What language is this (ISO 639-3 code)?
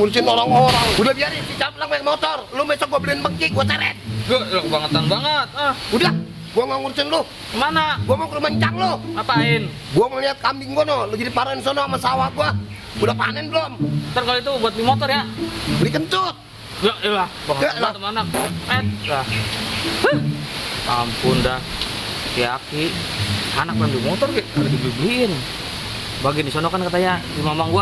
bew